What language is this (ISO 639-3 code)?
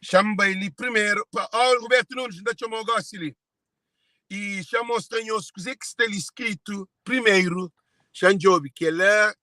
kea